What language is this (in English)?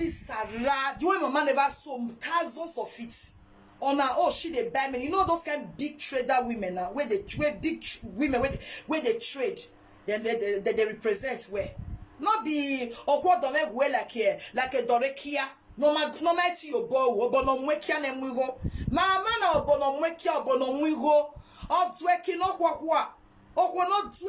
Nigerian Pidgin